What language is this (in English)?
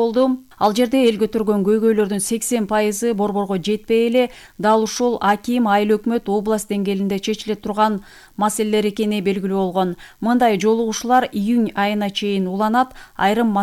Kyrgyz